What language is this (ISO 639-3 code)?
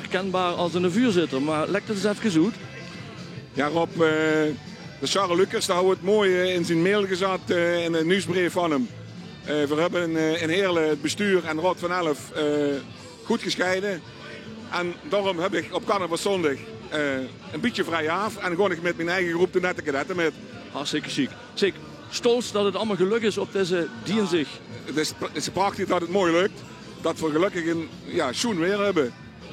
lim